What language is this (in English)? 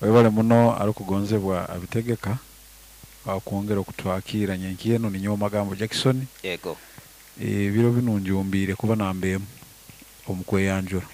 Nyoro